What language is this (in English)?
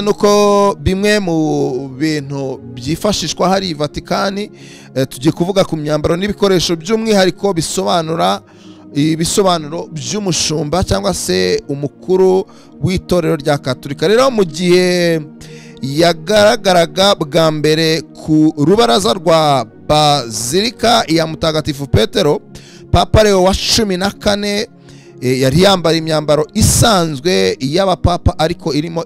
Kinyarwanda